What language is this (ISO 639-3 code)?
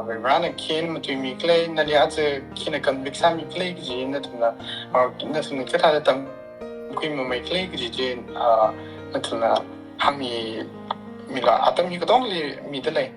nmf